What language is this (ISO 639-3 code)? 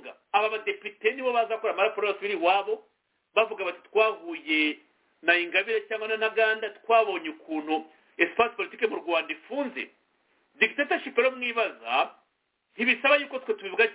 kin